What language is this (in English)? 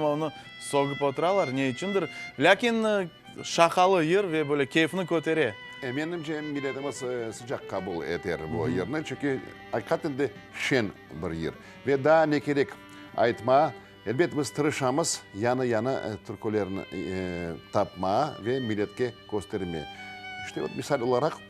Crimean Tatar